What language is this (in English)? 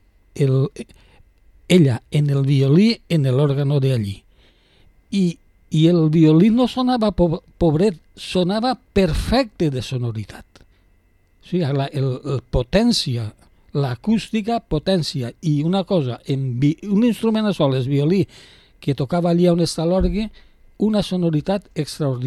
Catalan